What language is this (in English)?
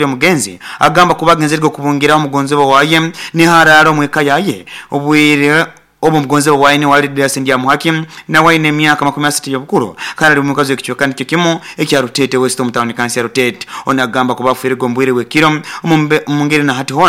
Nyoro